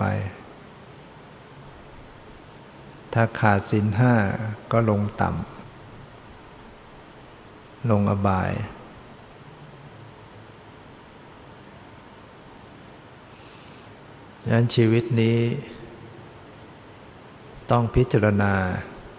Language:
Thai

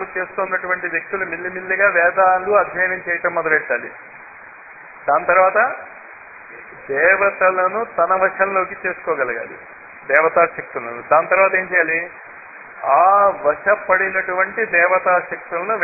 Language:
Telugu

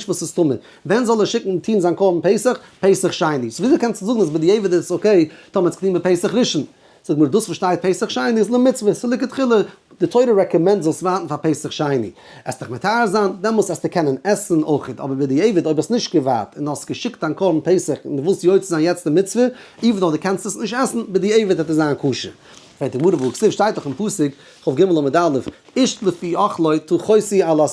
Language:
Yiddish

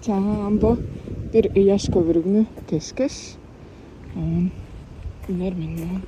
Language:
Tuvinian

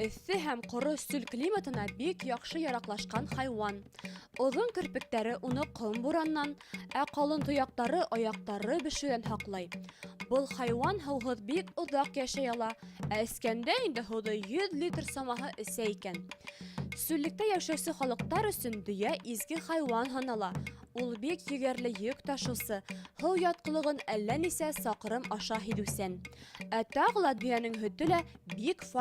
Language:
Bashkir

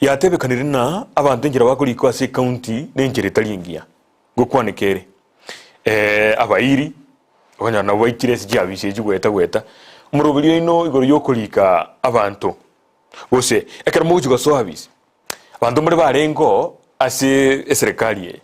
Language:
Gusii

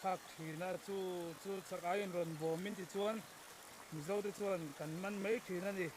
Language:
Mizo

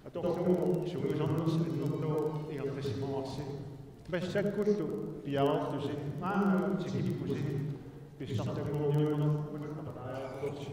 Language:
Kalaallisut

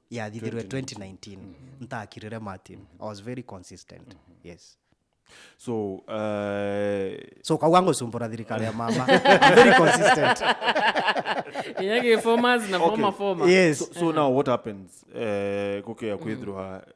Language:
Meru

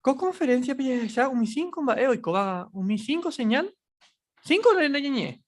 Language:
Guarani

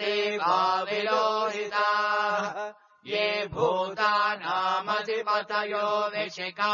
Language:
Sanskrit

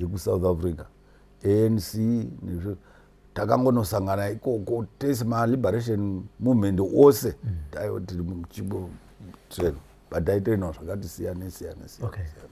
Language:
Shona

